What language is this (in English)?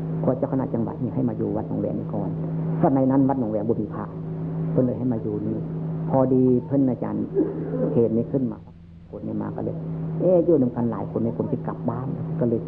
Northeastern Thai